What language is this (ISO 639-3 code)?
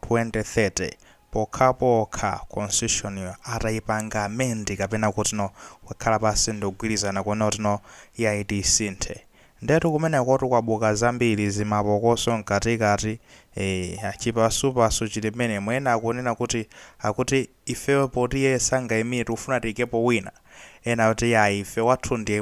nya